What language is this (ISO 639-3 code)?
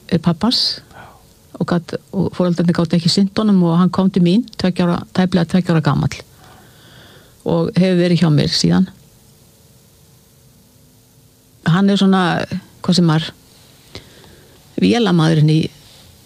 isl